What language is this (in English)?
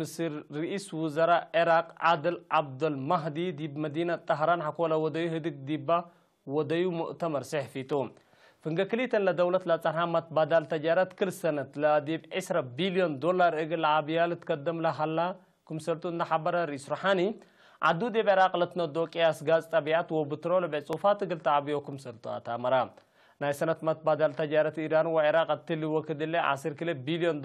Tigre